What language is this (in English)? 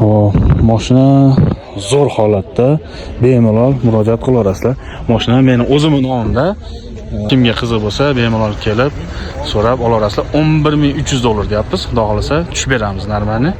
Uzbek